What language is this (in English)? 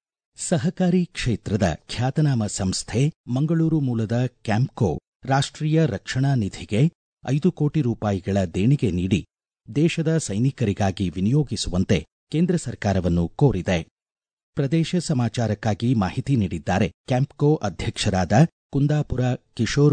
Kannada